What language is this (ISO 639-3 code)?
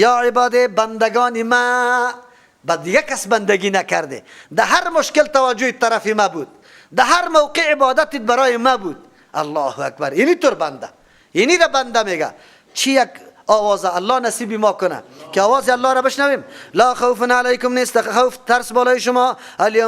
fas